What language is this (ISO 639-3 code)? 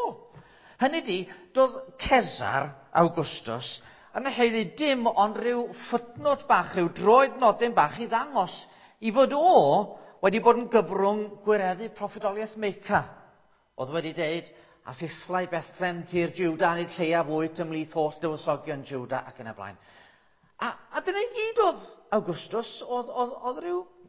cym